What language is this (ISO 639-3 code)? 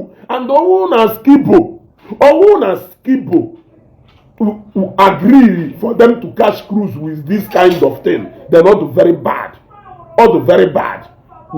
ibo